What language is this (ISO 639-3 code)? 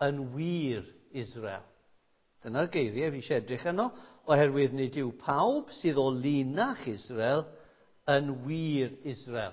cym